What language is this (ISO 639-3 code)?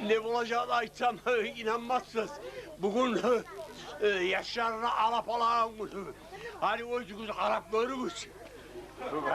kum